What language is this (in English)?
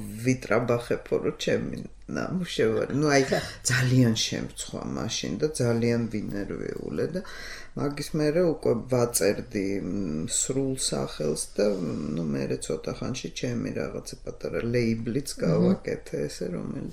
Georgian